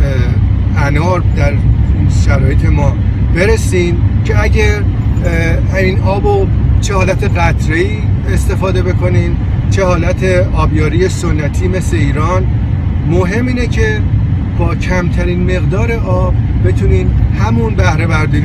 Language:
Persian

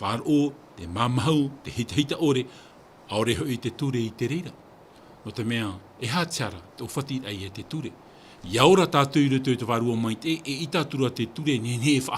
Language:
Tahitian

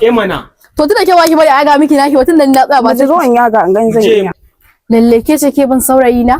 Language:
Hausa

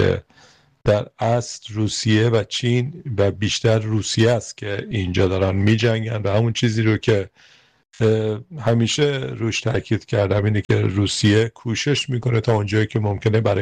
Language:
Persian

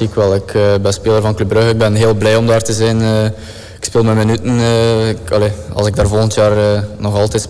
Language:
Dutch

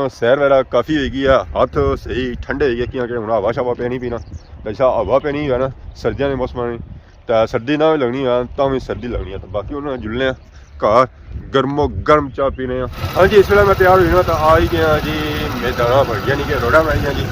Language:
Pahari-Potwari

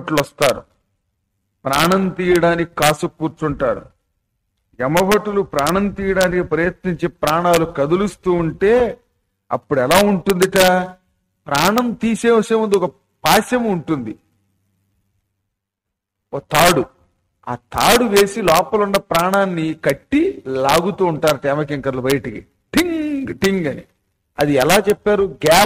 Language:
Telugu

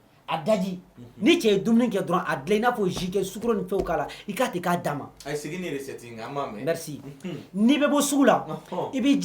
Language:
Bambara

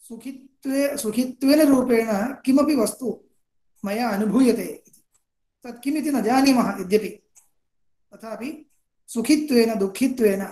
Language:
Sanskrit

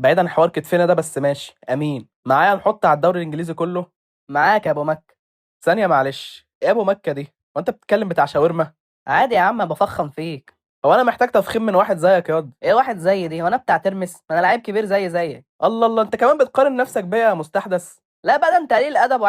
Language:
Egyptian Arabic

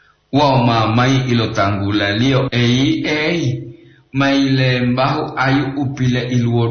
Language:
Gorontalo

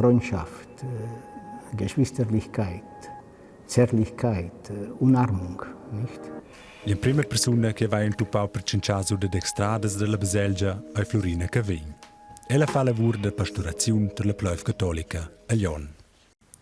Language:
Romansh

